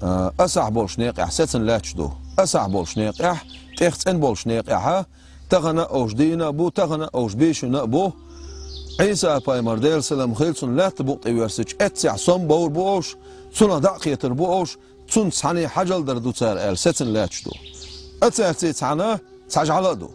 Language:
Chechen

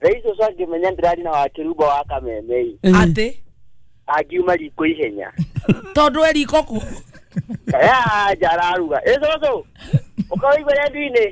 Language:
Kikuyu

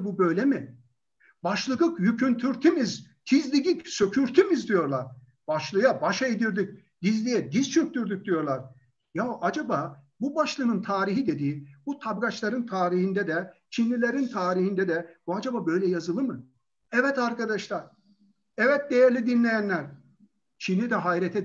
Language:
Turkish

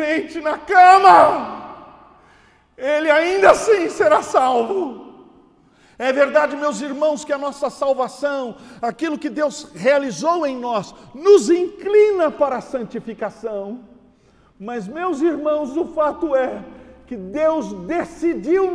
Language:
Portuguese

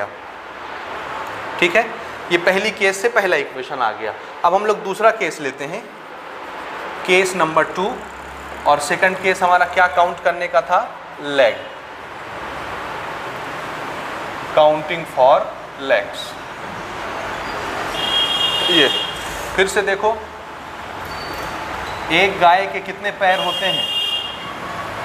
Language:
Hindi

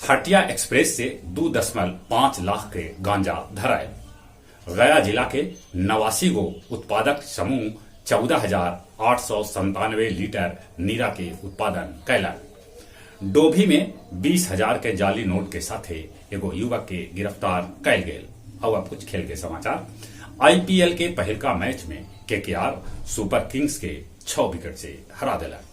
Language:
Magahi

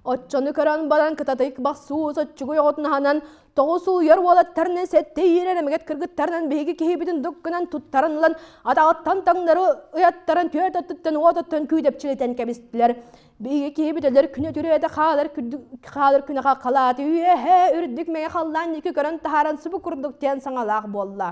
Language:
Yakut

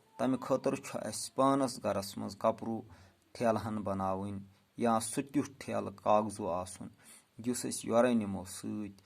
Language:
Kashmiri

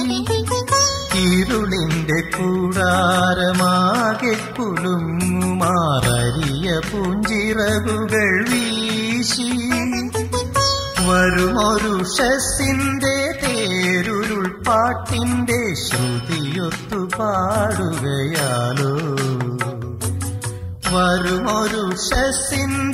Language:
Malayalam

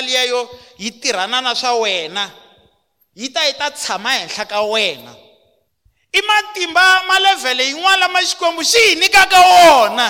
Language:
Tsonga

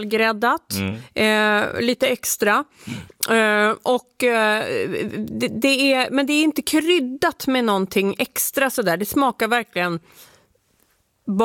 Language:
Swedish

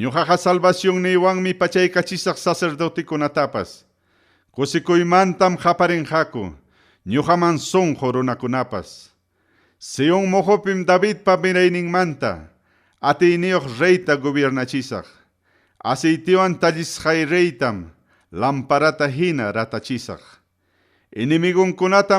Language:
Ayacucho Quechua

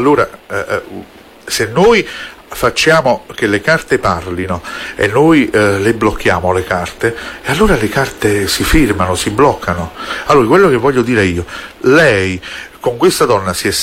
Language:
Italian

